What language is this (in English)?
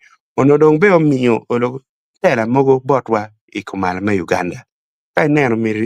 Acoli